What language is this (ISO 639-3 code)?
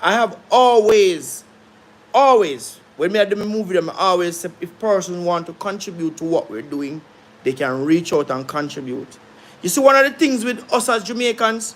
jam